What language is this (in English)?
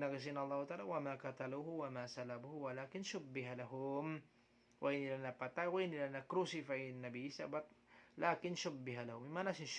Tausug